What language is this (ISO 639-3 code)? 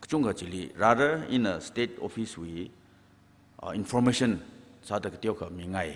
nmf